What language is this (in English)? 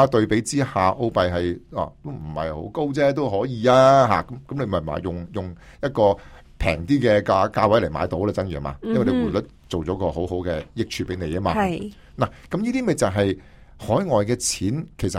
Cantonese